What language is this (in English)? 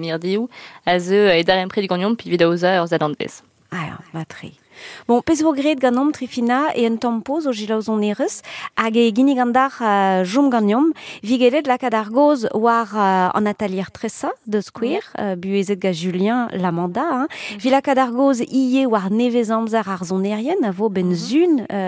Breton